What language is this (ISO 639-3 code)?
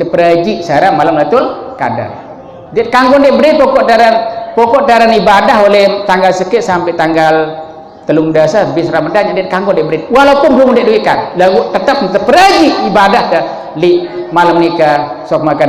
sas